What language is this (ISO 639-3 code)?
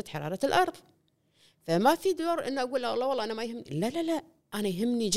afb